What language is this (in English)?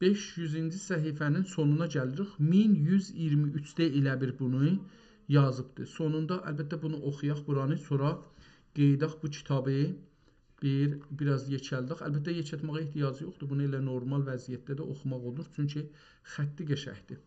South Azerbaijani